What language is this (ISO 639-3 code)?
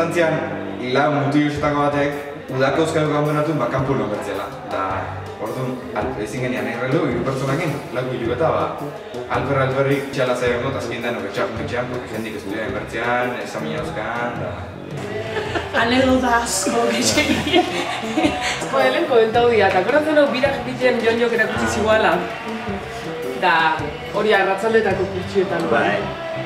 eus